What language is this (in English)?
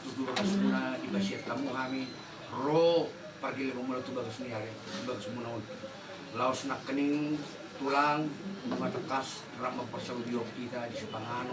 Batak Toba